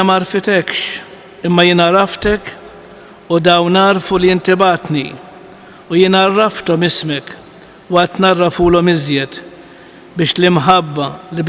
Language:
Maltese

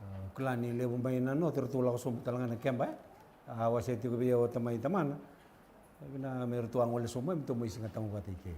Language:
Fijian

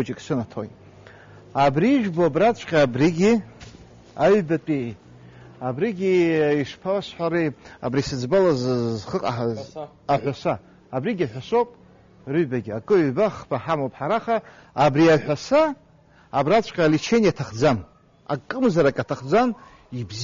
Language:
Abkhazian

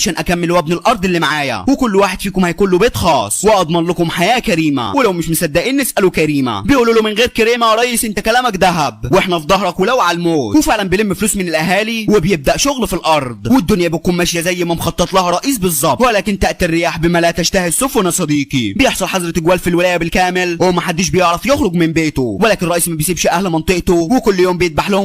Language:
Egyptian Arabic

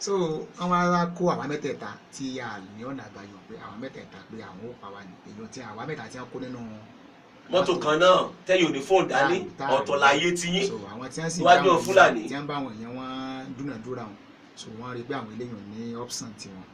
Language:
Yoruba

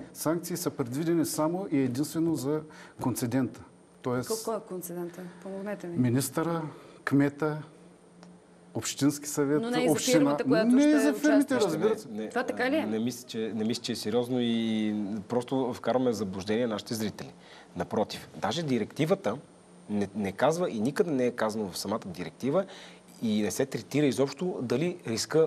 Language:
Bulgarian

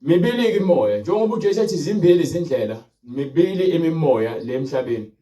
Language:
Zulu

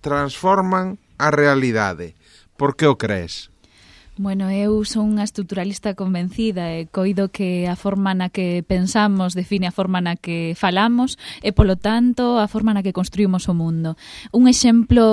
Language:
Galician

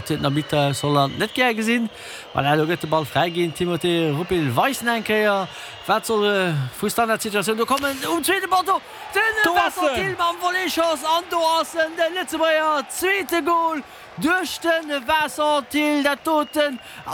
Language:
Luxembourgish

